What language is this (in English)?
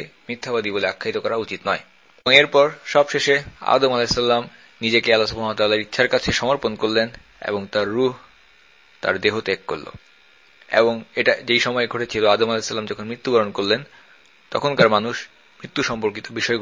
Bangla